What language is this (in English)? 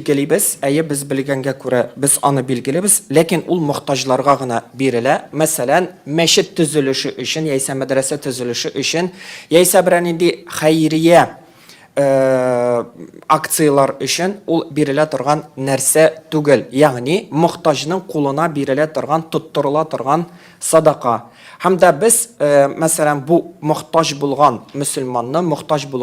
Tatar